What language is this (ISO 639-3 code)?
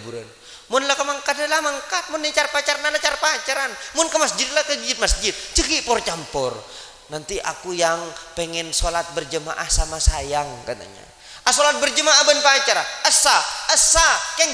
mad